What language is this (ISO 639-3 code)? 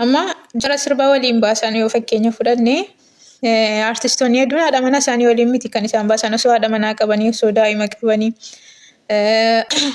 orm